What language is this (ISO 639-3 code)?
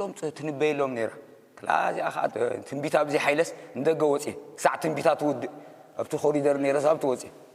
tir